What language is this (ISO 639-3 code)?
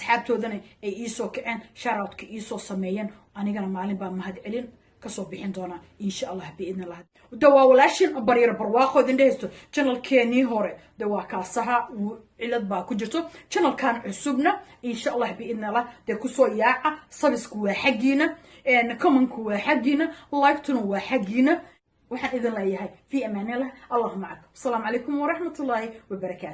som